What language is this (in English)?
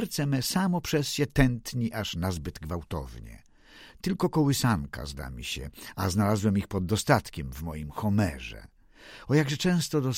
Polish